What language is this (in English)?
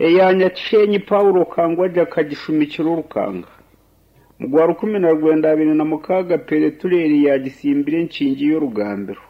Nyankole